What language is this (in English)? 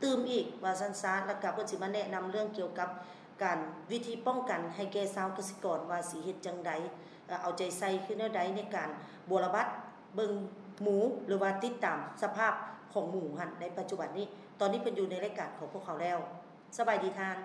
Lao